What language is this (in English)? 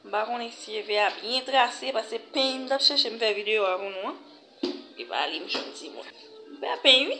Haitian Creole